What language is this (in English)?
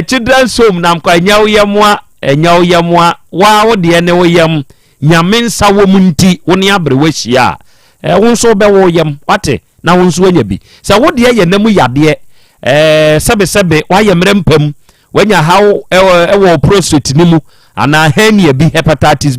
Akan